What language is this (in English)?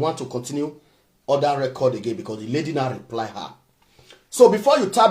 Nigerian Pidgin